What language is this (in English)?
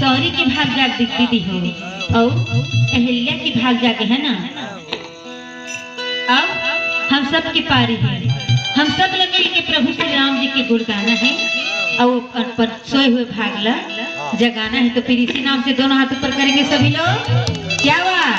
Chhattisgarhi